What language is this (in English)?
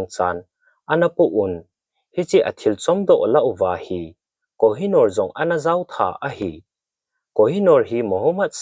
Thado Chin